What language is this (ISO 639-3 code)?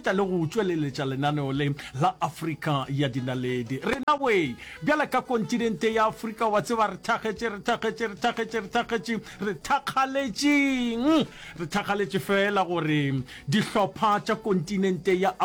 nso